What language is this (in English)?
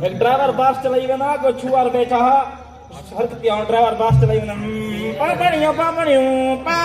Saraiki